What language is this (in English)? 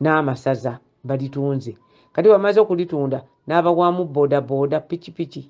Ganda